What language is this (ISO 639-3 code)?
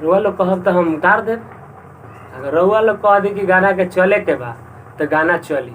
bho